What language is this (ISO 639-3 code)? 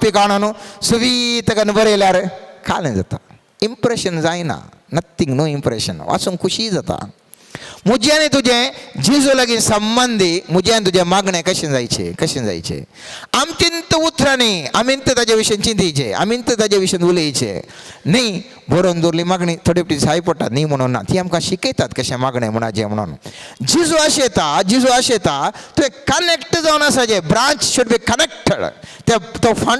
kok